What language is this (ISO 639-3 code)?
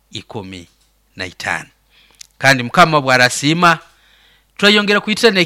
nyo